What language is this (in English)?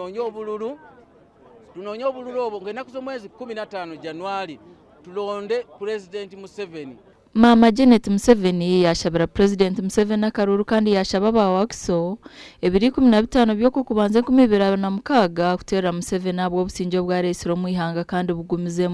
Nyankole